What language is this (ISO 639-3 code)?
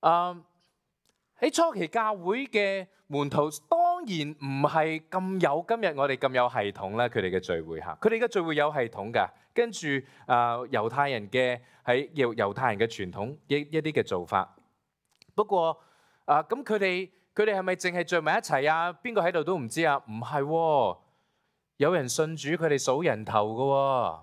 yue